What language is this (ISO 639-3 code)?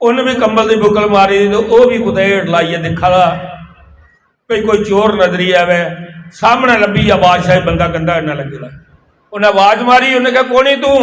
doi